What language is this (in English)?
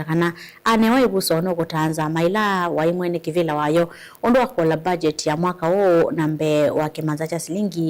Kamba